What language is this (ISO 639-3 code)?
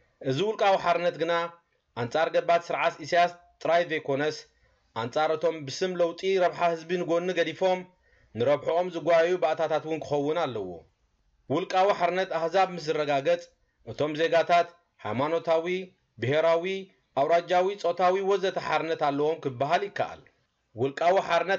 tir